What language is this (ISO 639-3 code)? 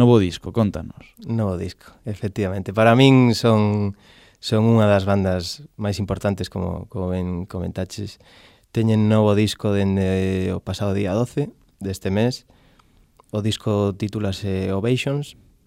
glg